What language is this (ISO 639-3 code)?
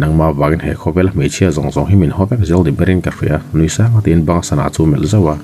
lus